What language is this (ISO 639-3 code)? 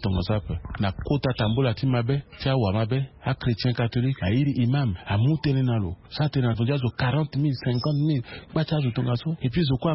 sag